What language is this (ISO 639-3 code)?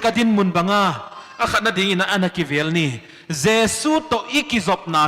pck